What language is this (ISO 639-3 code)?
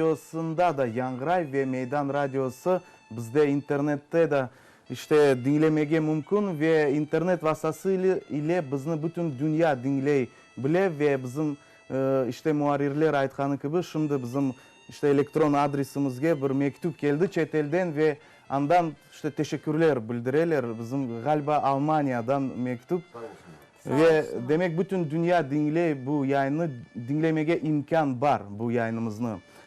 crh